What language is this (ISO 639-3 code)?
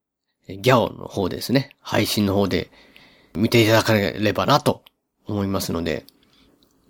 jpn